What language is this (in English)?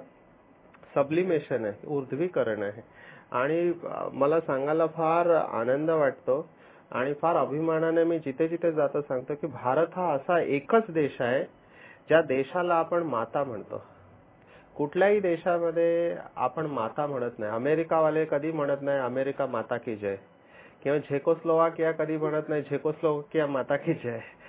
Marathi